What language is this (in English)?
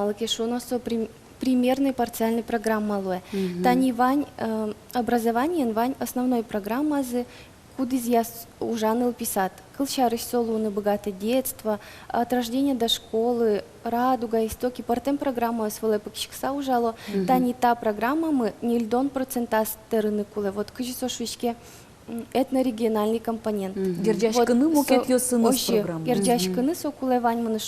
Udmurt